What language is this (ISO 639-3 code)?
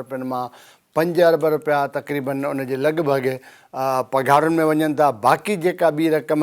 snd